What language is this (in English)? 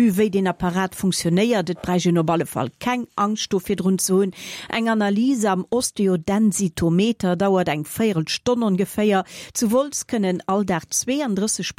Luxembourgish